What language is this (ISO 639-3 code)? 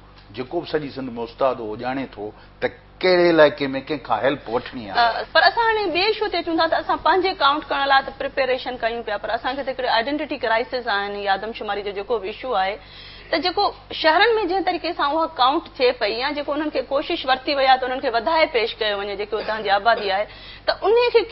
snd